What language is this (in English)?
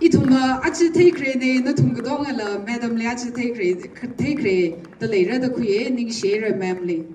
Tangkhul Naga (India)